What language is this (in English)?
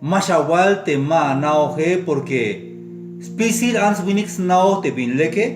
Tzeltal